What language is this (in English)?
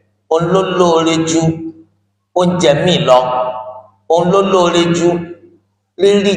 Yoruba